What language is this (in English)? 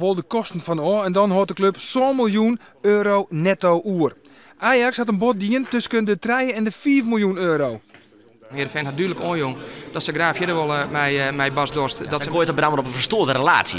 Western Frisian